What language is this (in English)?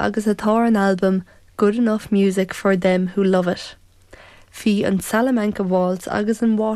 Irish